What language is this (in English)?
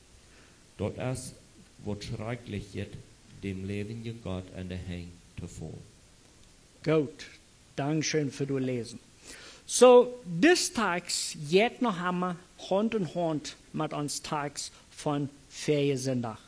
Plautdietsch